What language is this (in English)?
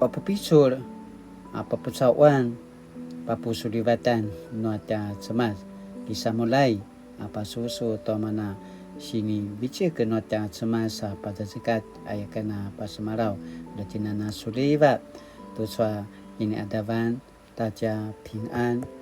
Paiwan